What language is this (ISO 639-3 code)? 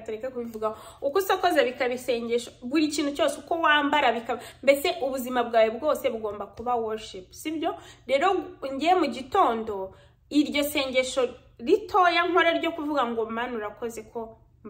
kin